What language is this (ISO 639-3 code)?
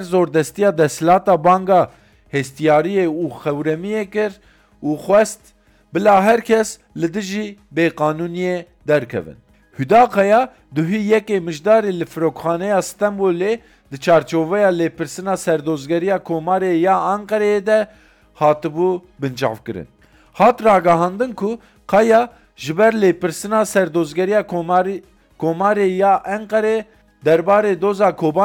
kur